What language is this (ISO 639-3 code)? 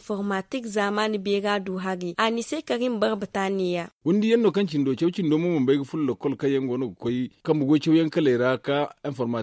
dje